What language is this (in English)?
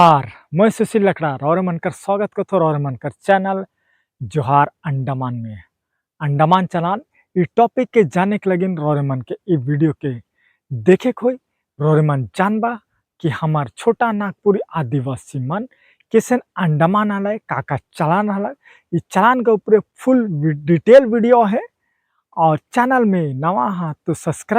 Sadri